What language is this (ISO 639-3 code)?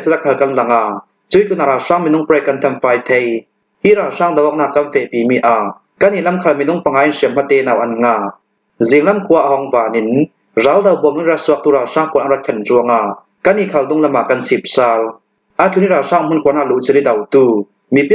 cnh